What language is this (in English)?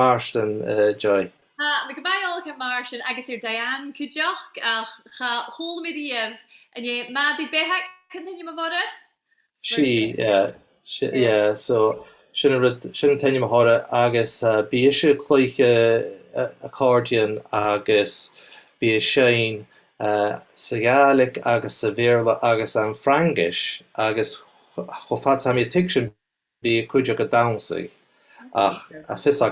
Scottish Gaelic